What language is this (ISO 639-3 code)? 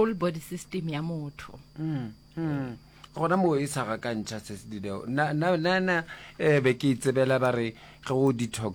nso